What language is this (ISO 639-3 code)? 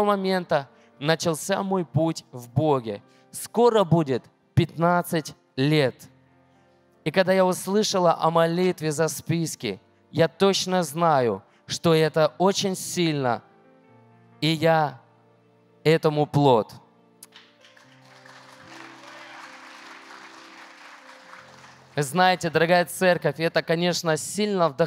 rus